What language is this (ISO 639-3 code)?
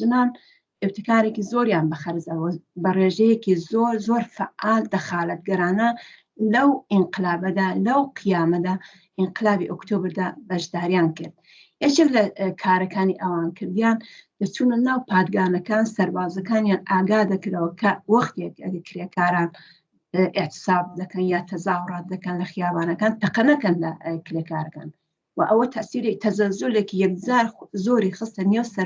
ckb